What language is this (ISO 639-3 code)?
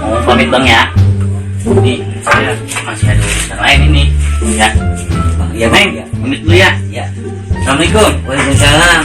bew